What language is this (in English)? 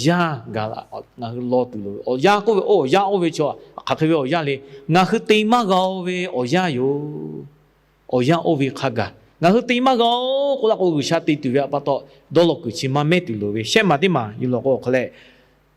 Lahu